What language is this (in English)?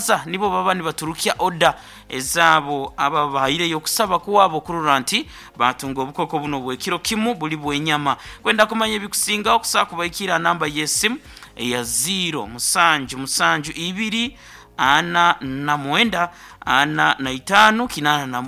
Nyoro